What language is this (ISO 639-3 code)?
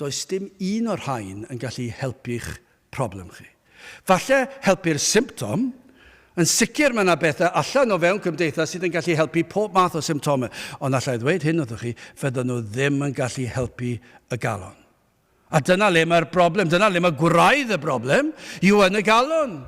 cym